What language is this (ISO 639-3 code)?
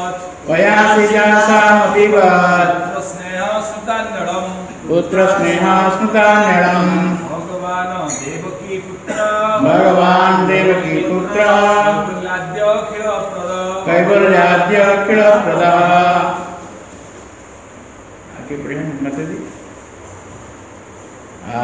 ori